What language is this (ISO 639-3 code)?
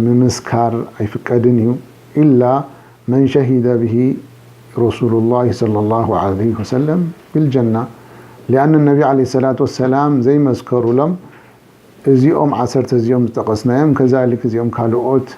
tir